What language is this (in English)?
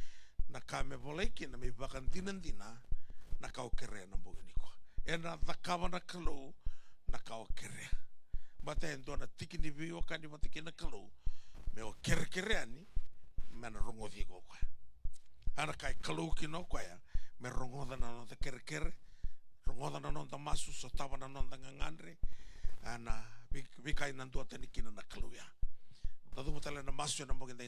Fijian